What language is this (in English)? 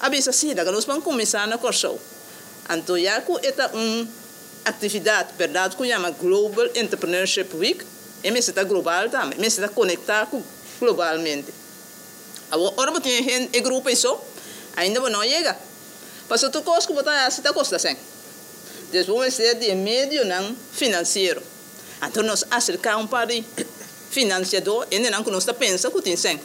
Papiamento